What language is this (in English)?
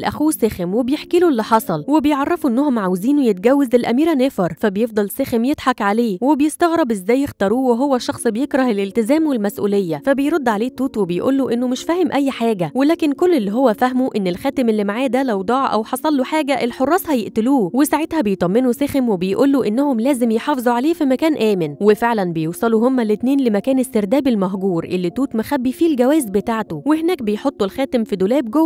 Egyptian Arabic